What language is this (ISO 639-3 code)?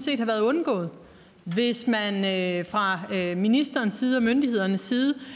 dan